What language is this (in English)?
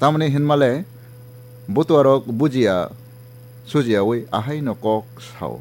Kok Borok